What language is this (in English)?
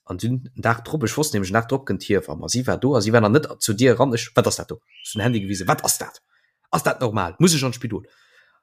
Luxembourgish